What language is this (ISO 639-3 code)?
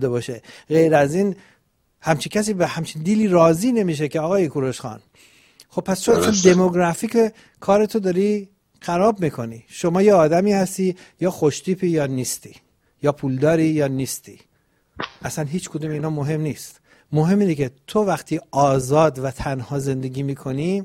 fas